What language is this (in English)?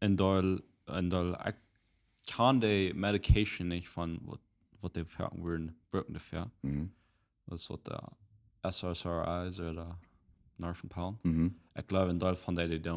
Plautdietsch